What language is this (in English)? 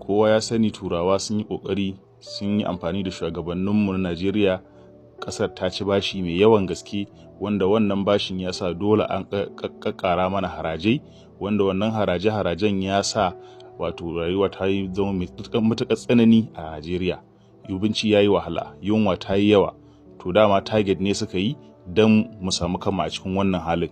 Hausa